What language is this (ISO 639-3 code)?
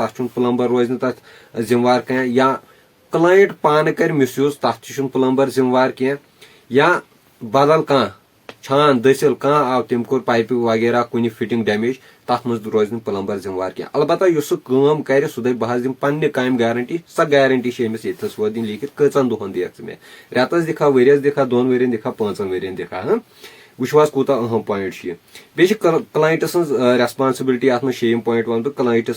kas